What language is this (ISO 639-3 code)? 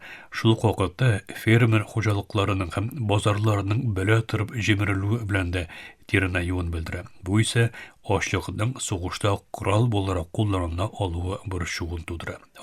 tat